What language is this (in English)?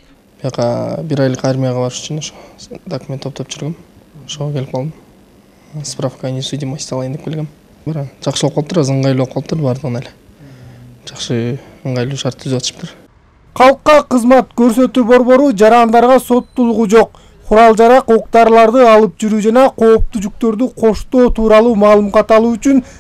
Kyrgyz